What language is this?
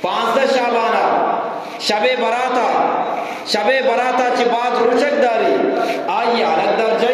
Eastern Balochi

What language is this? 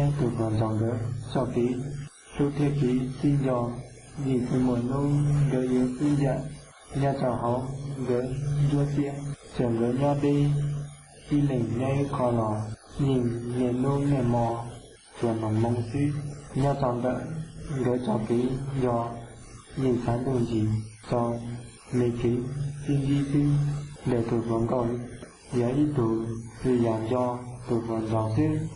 Hmong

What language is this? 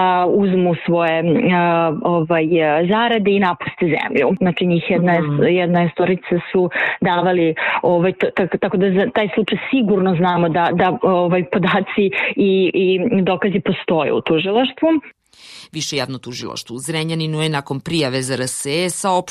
Serbian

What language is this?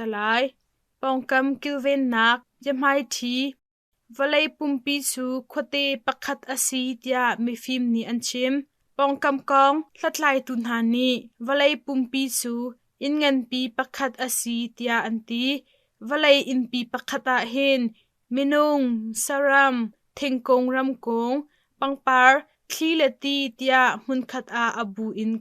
Hakha Chin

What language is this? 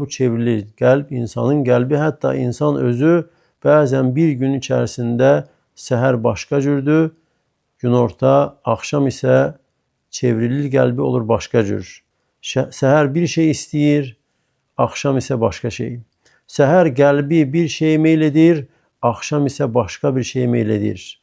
Azerbaijani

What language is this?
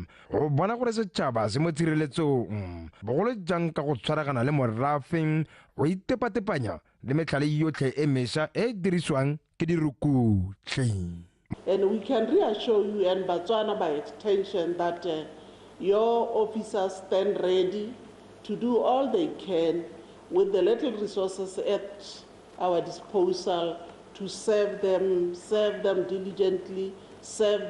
Tswana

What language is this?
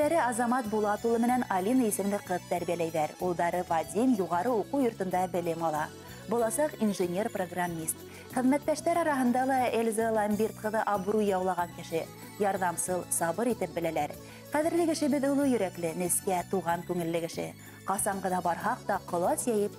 Bashkir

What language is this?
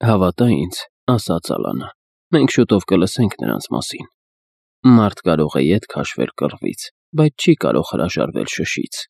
Armenian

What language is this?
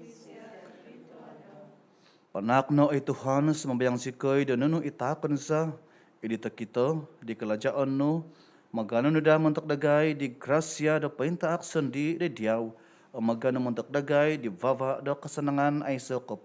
Central Dusun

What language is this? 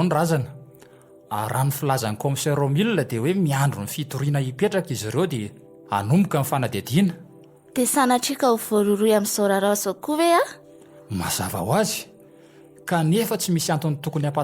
Malagasy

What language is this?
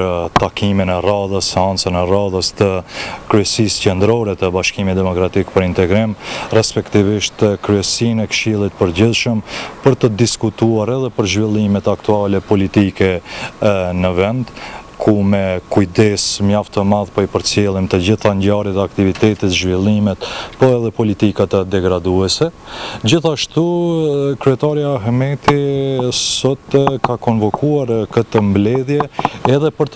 Albanian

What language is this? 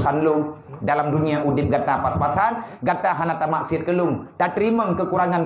Achinese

